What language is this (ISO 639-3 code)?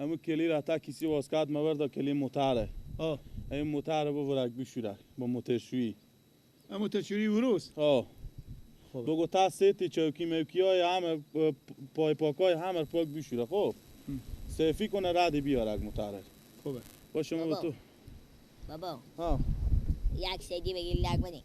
fas